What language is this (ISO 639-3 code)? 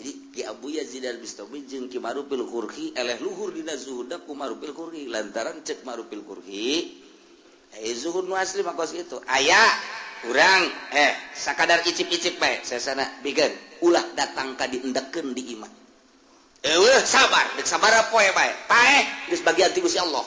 sun